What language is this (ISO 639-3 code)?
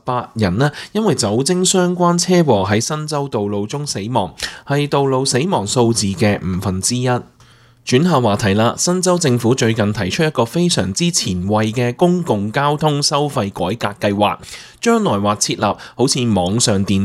yue